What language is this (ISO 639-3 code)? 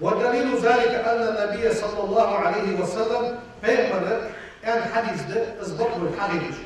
inh